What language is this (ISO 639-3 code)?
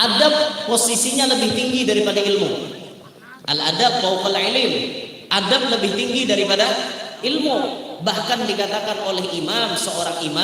bjn